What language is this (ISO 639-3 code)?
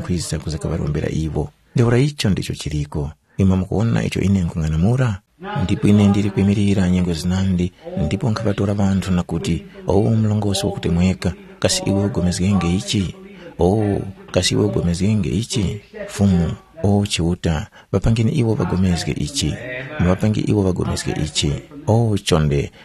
tum